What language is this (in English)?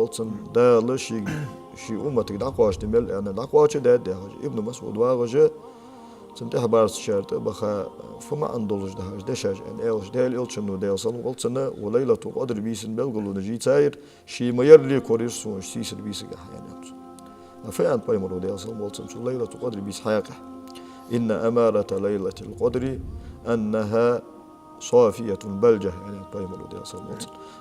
Ingush